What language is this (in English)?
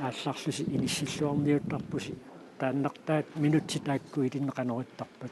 Kalaallisut